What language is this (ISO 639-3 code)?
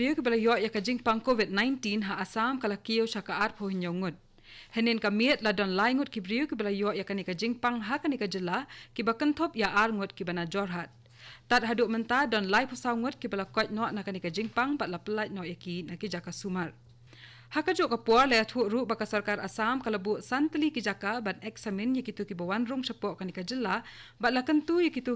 kha